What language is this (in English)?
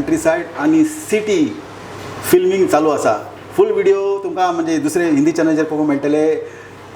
Konkani